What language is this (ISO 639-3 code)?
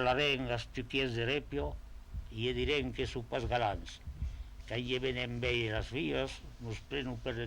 oci